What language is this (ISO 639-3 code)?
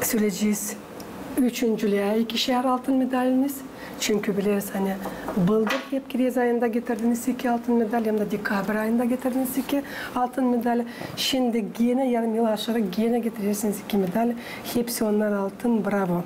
gag